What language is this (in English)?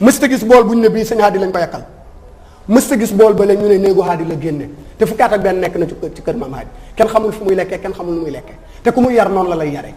Wolof